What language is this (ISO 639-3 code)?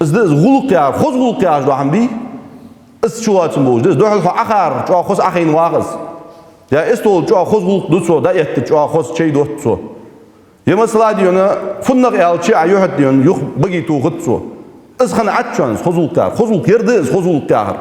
inh